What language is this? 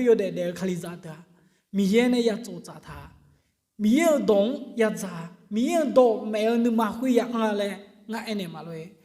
Akha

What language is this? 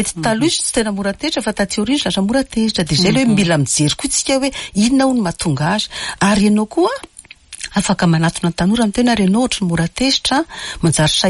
Malagasy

